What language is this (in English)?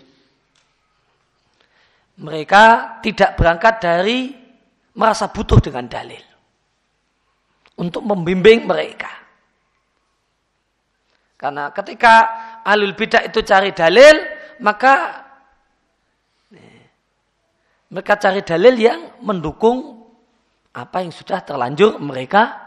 Indonesian